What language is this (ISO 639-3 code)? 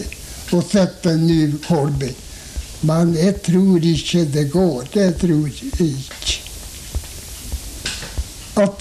nor